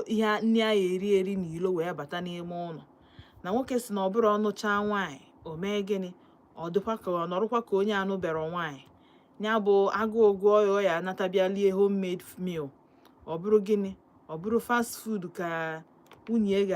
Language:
Igbo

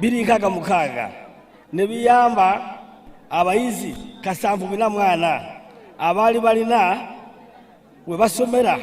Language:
Ganda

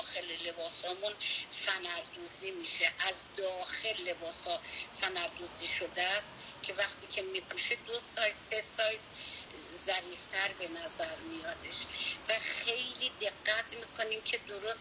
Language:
Persian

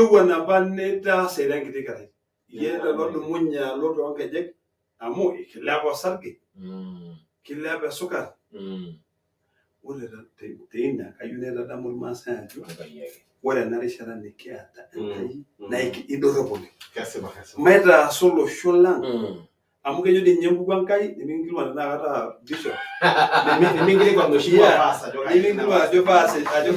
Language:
Masai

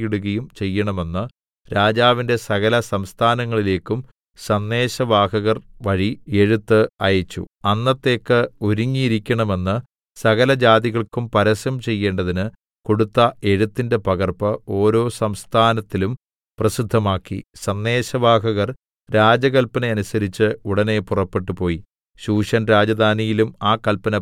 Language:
Malayalam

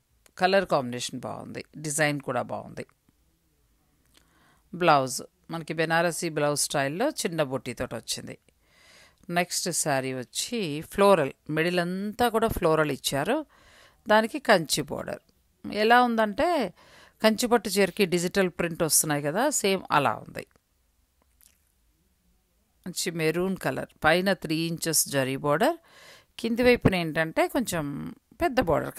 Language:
Telugu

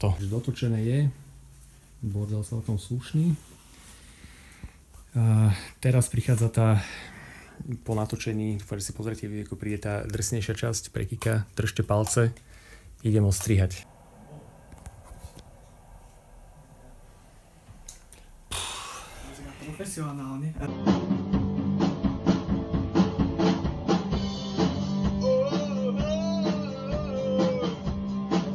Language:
Slovak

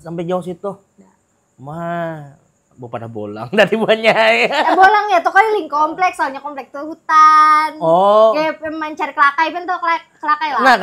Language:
Banjar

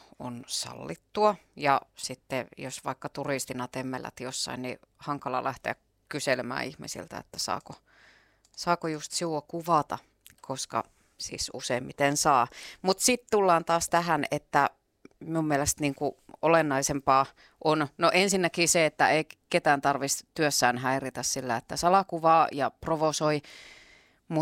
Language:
Finnish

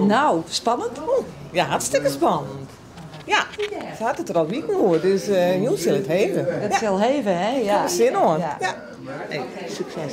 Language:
Western Frisian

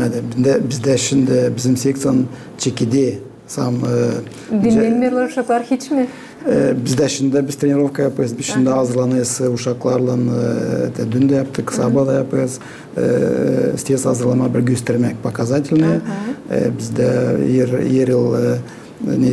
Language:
Gagauz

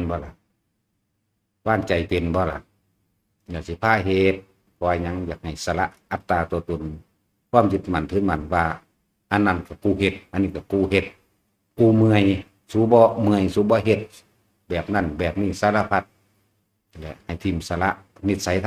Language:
Northeastern Thai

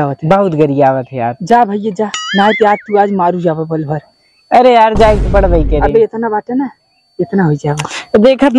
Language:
Awadhi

